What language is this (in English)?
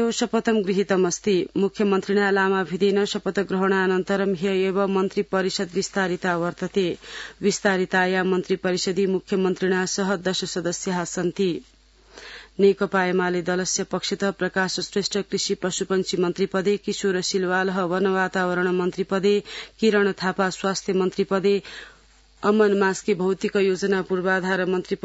Sanskrit